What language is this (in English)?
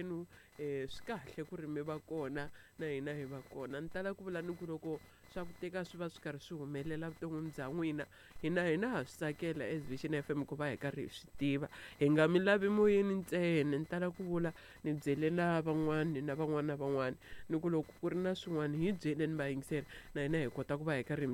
Tsonga